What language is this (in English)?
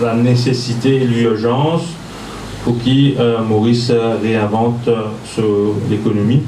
Morisyen